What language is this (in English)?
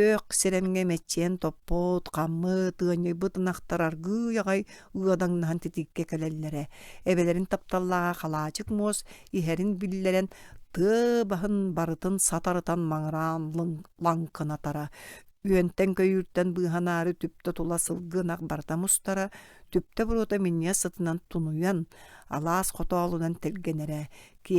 Yakut